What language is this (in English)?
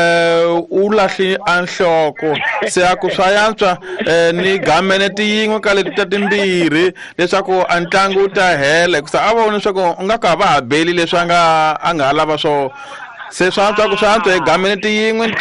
Tsonga